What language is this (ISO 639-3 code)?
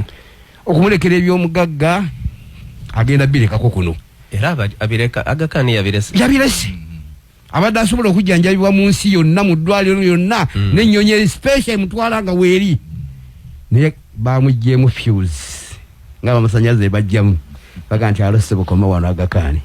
lug